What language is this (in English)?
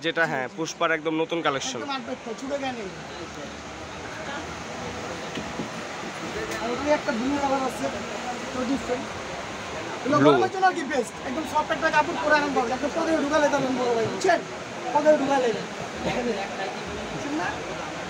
Bangla